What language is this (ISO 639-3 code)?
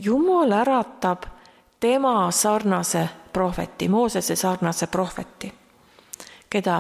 est